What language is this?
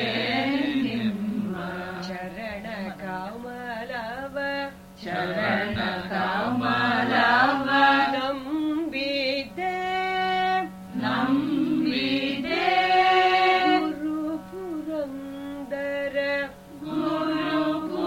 Kannada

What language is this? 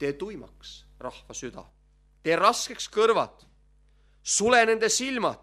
Estonian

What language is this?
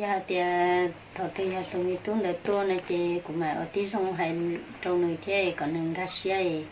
Hmong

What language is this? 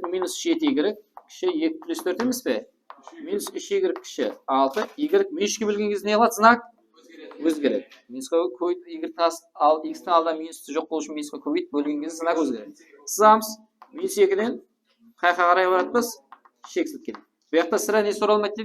Kara-Kalpak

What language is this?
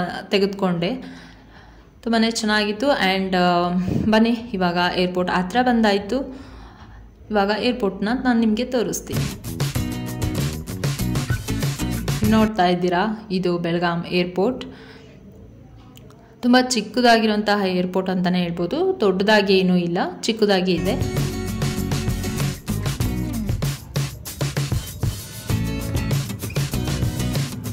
Kannada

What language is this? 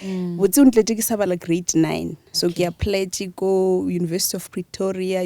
Northern Sotho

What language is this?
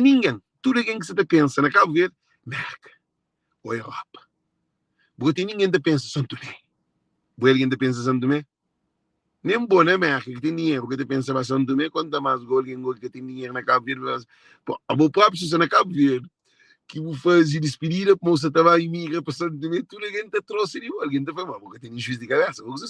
Kabuverdianu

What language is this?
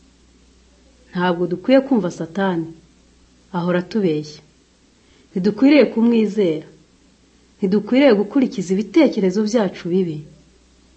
Kinyarwanda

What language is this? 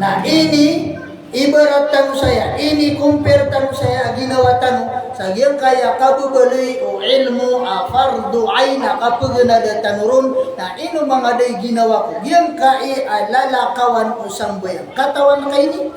Maranao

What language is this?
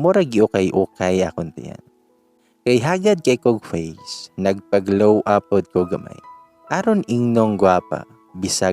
Cebuano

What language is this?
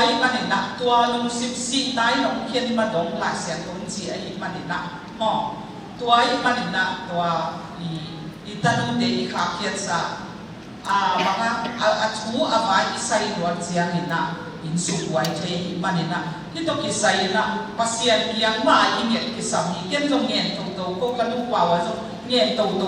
Tedim Chin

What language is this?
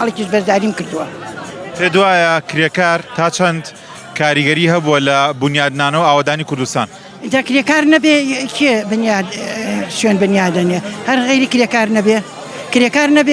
Central Kurdish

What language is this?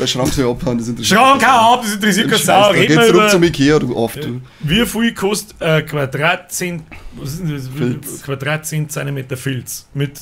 Bavarian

